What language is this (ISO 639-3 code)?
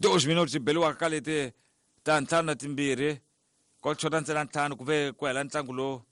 tso